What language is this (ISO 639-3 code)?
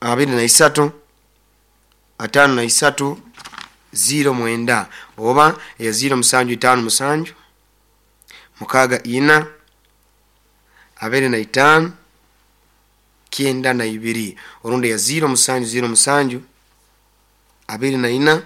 nyo